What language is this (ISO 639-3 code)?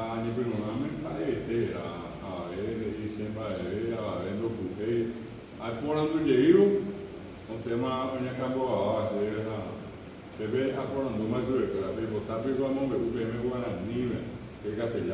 grn